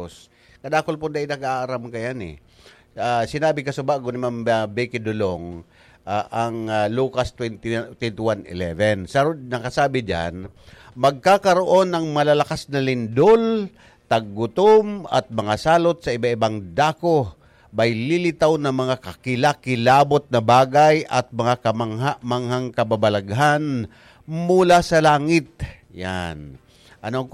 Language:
Bikol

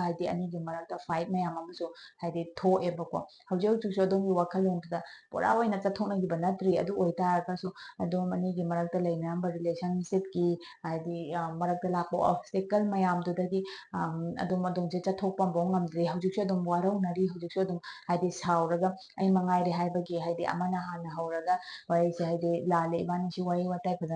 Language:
Manipuri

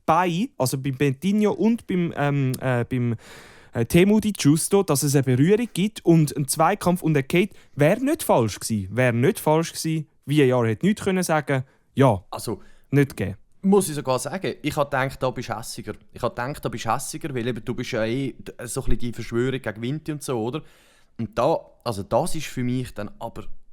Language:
Swiss German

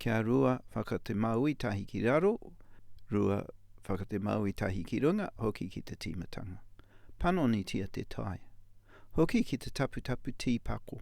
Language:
Māori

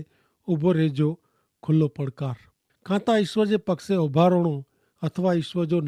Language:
Kachhi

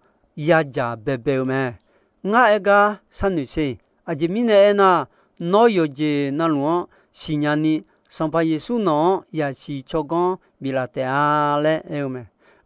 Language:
Akha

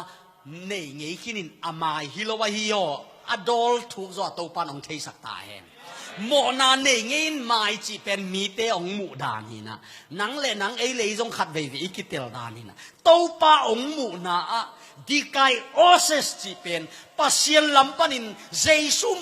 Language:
Tedim Chin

